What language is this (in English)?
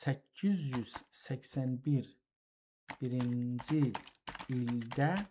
South Azerbaijani